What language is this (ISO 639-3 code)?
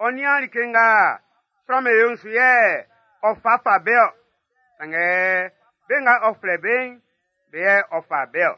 bci